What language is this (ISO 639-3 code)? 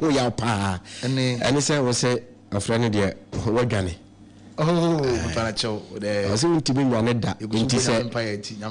aka